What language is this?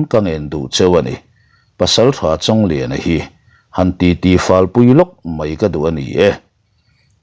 Mizo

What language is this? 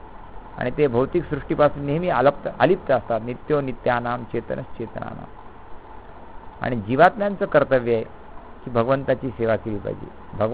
Marathi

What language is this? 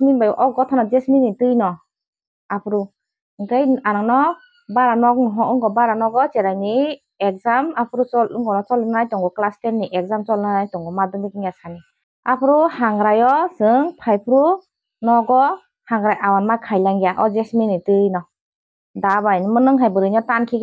Kok Borok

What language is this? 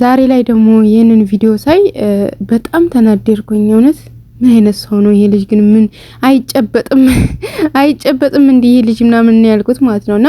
Amharic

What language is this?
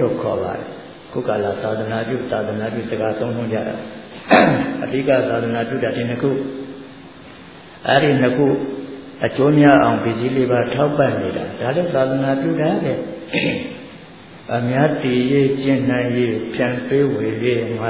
Burmese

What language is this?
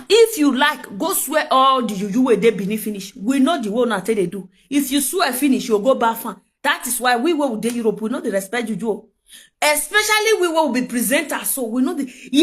Nigerian Pidgin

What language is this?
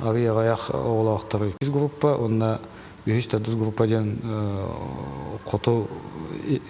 Yakut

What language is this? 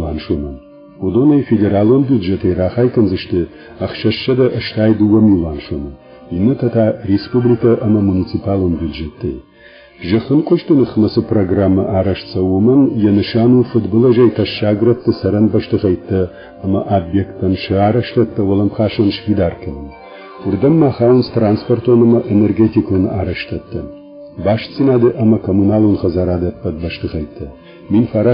Ossetic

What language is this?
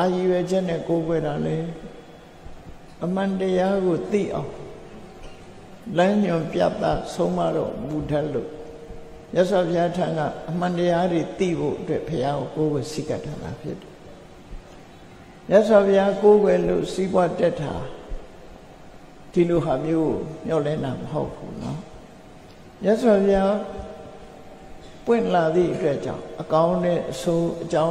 Burmese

